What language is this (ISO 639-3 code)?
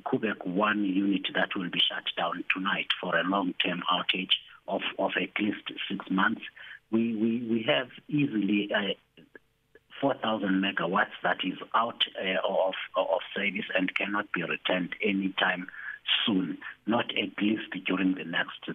eng